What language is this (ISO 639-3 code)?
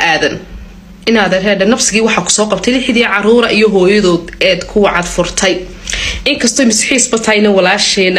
som